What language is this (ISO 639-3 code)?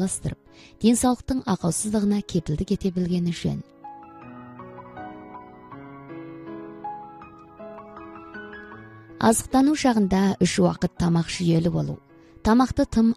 kaz